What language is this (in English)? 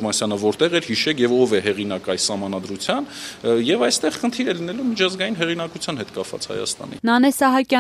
Armenian